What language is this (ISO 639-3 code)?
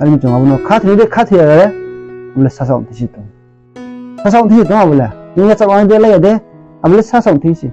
ria